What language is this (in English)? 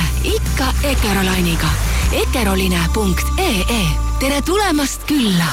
Estonian